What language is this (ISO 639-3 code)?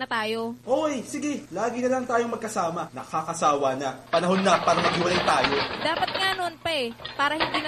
fil